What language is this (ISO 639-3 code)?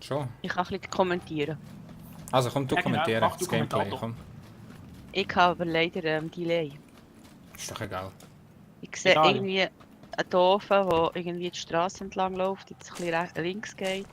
gsw